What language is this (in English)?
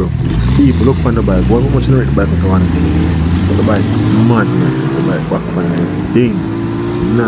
Jamaican Creole English